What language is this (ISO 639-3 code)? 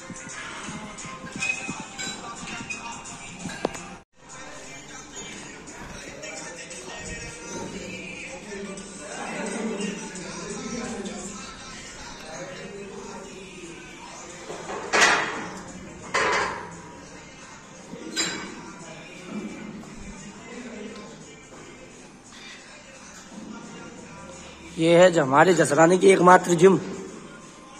hin